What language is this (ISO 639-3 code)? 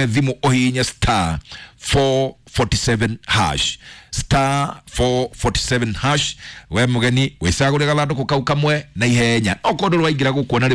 kik